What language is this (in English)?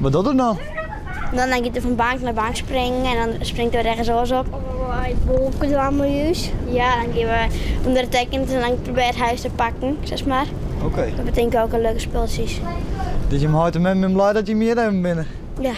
Western Frisian